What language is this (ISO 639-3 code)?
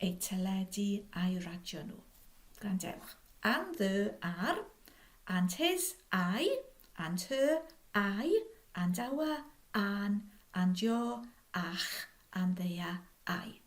cym